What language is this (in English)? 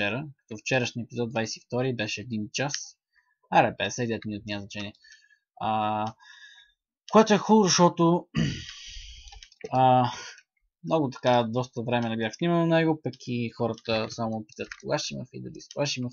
Bulgarian